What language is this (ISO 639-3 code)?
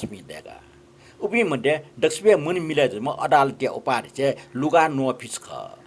new